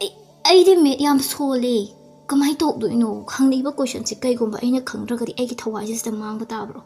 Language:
Manipuri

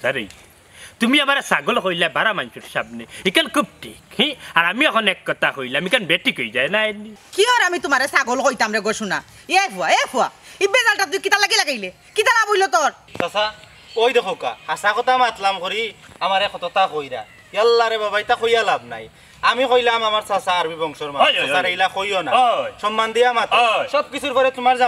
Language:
Sylheti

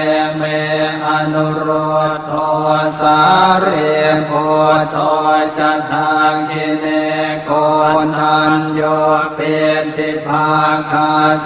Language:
Pali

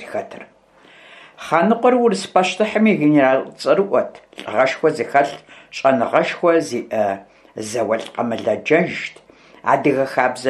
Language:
Kabardian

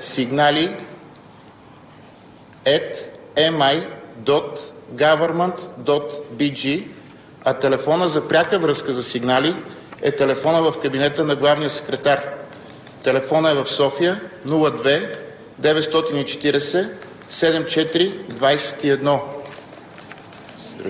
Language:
Bulgarian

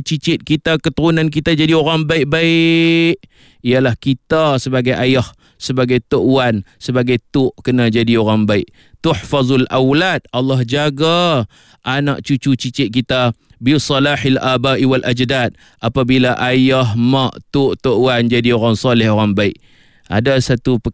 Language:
Malay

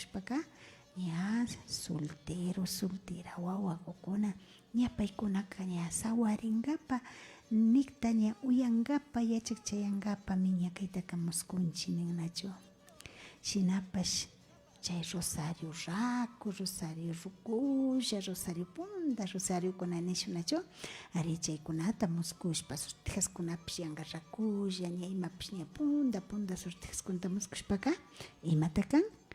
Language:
Imbabura Highland Quichua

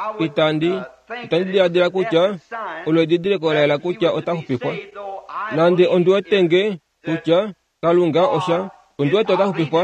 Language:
Kuanyama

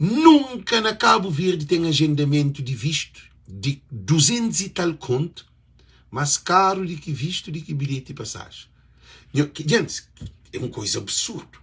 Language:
Kabuverdianu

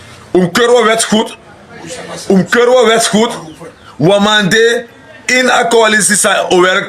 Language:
Sranan Tongo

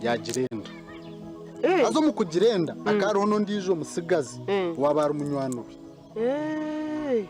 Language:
Nyankole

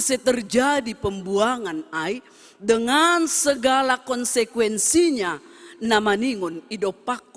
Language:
Batak Simalungun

